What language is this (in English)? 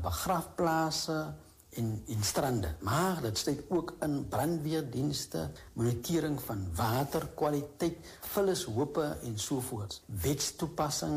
Afrikaans